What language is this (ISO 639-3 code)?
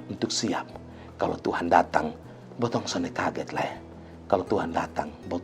mkn